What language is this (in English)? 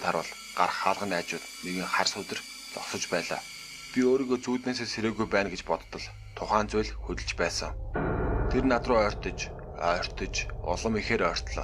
Mongolian